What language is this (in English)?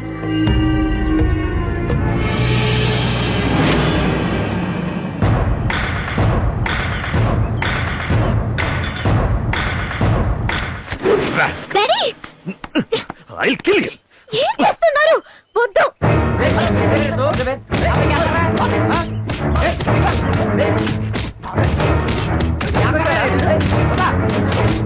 Telugu